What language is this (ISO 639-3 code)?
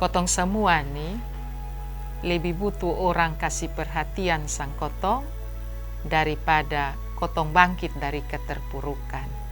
mkn